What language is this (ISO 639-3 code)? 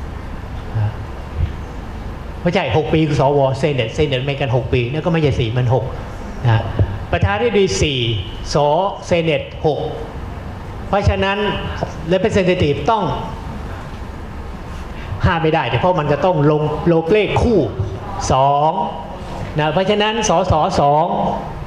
tha